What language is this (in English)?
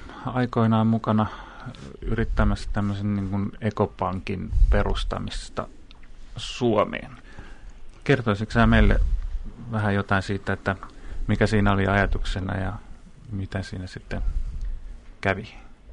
Finnish